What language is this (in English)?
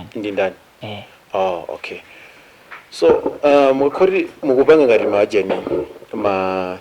Nyanja